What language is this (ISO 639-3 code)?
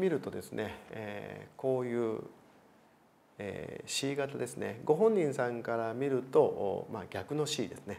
jpn